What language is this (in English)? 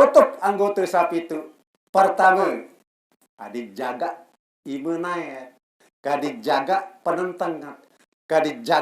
Sasak